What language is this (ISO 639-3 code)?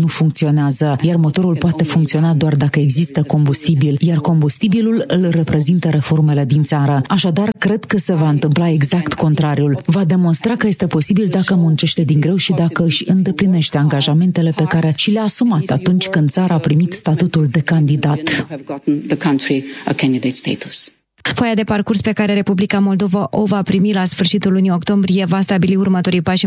ron